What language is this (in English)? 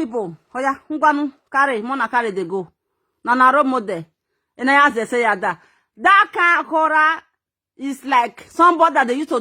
Nigerian Pidgin